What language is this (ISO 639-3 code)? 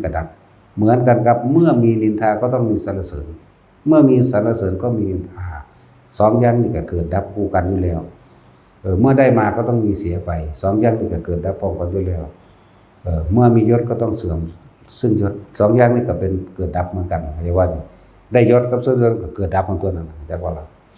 tts